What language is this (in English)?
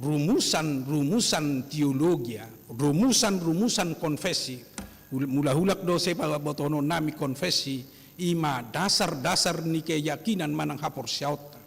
Batak Toba